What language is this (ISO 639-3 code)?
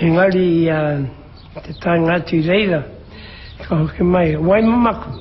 mri